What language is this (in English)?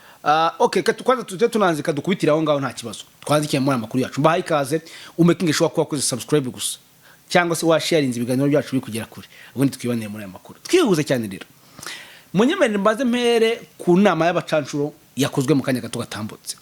Kinyarwanda